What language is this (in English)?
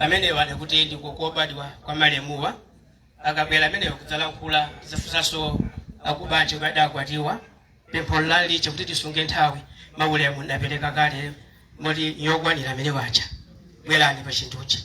Nyanja